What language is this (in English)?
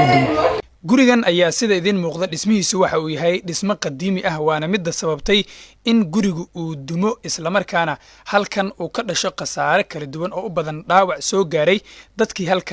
Somali